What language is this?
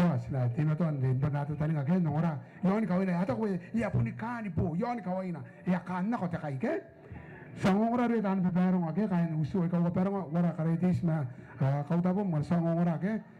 Gilbertese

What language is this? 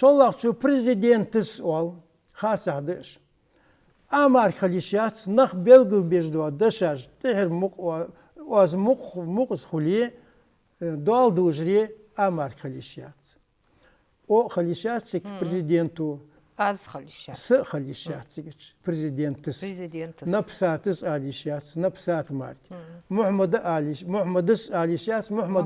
Ingush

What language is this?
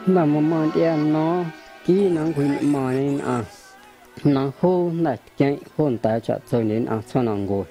Guerrero Amuzgo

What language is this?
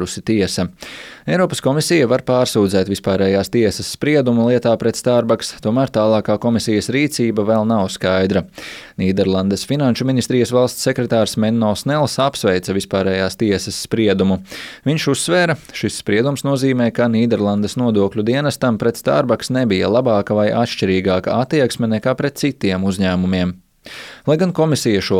Latvian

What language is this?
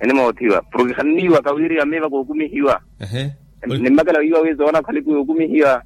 Makhuwa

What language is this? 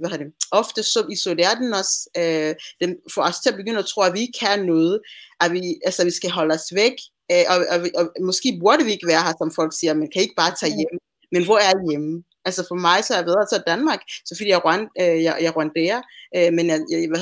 Danish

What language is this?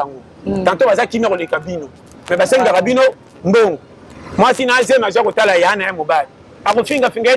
Lingala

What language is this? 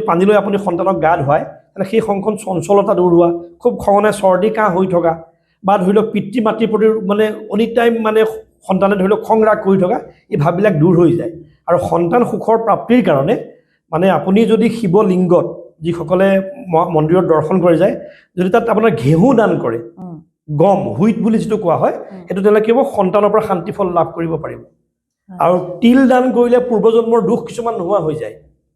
Assamese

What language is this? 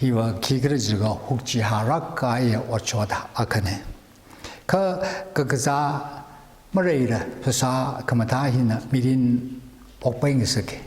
Tangkhul Naga (India)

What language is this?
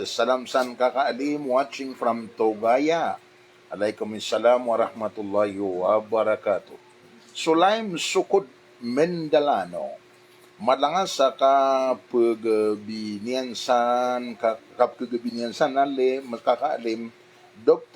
Maranao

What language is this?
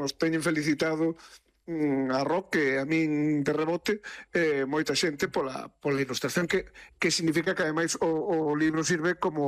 Galician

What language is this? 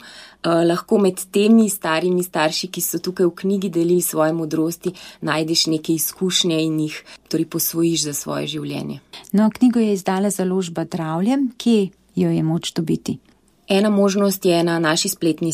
Slovenian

